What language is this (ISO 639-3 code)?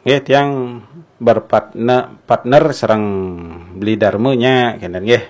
ban